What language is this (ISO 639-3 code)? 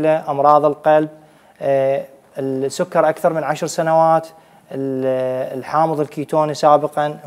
acm